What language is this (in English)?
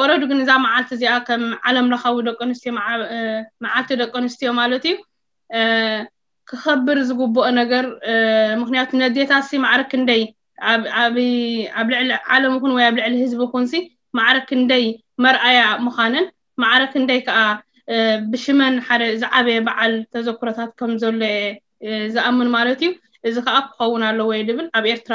Tigrinya